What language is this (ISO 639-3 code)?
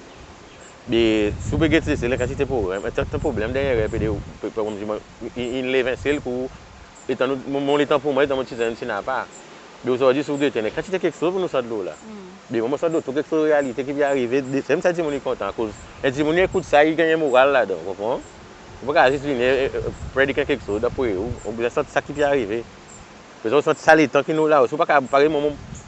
crs